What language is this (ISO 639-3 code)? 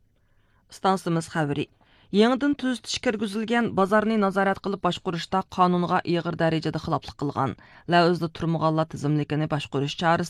uig